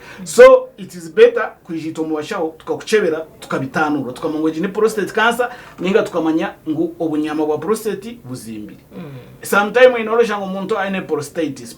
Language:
Nyankole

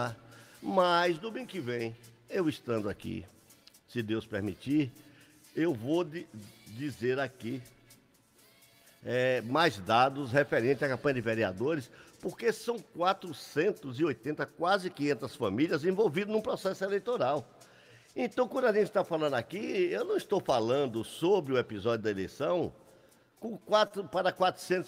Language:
Portuguese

